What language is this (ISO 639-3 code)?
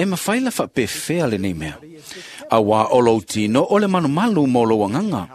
smo